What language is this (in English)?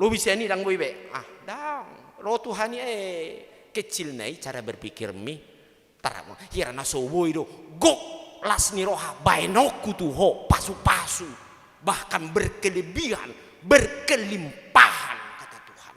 Batak Toba